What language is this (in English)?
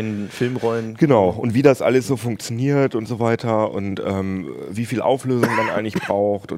German